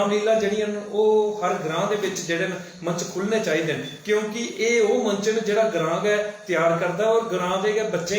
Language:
Dogri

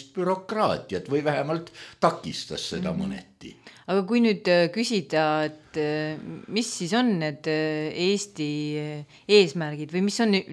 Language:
Estonian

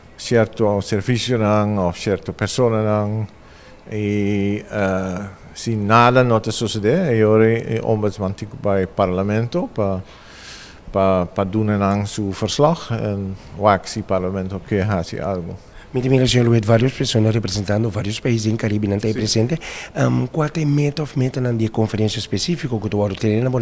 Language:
Papiamento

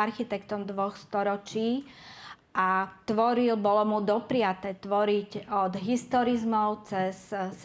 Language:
Slovak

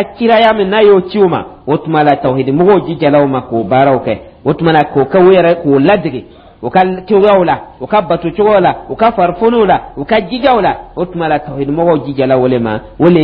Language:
Dyula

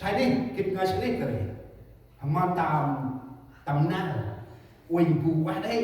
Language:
Central Mnong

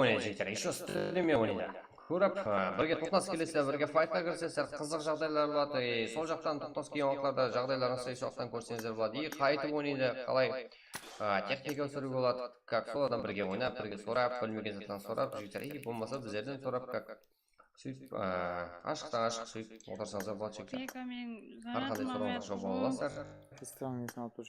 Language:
Kara-Kalpak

